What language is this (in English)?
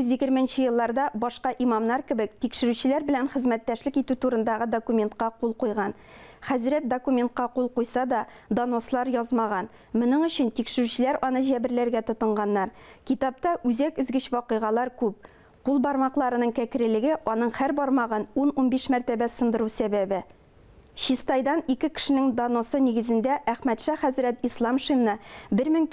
Tatar